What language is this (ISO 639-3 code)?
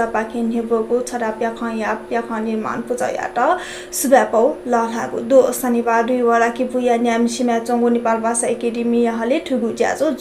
new